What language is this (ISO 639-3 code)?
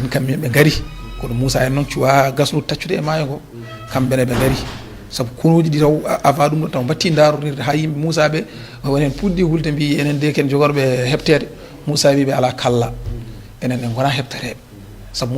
ful